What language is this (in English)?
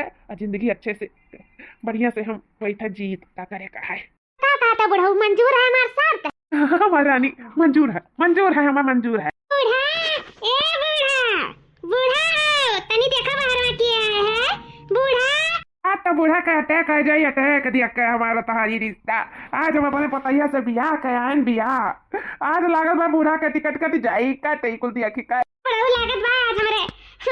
Awadhi